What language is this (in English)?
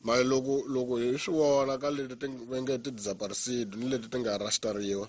Tsonga